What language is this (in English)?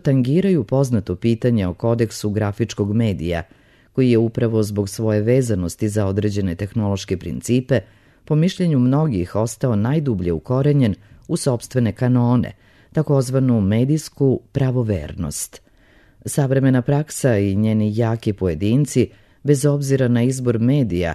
Serbian